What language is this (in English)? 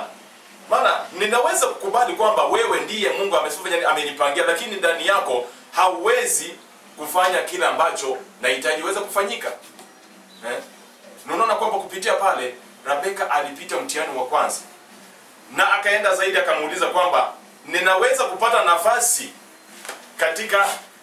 Swahili